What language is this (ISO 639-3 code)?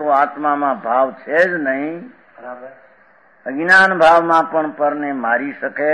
guj